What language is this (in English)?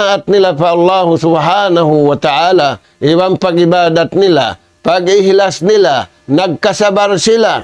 Tausug